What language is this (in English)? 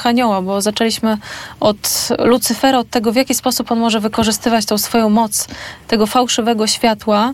Polish